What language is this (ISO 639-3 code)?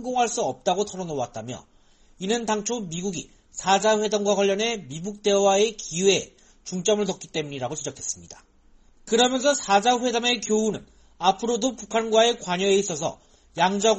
kor